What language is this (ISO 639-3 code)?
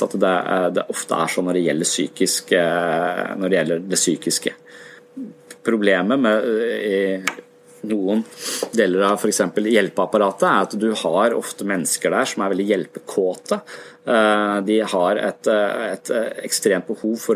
nor